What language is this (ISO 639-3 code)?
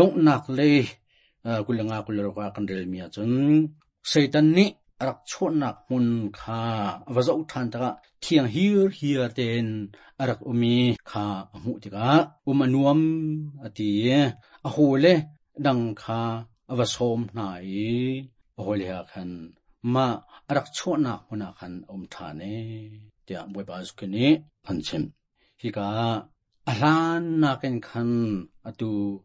cnh